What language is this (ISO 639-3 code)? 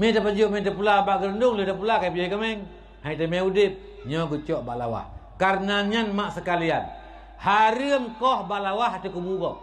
ace